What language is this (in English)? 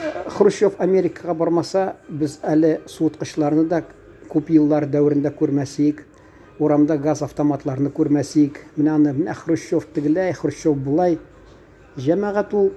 Tatar